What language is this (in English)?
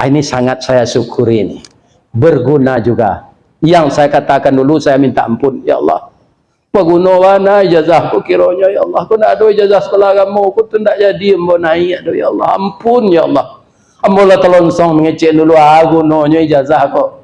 Minangkabau